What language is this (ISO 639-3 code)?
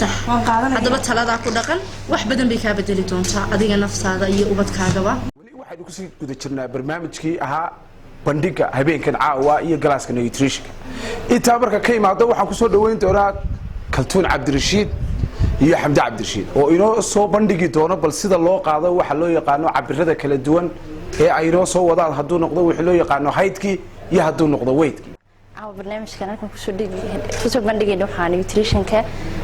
som